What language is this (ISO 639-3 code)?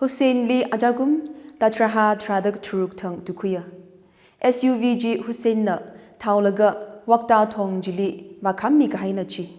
nmf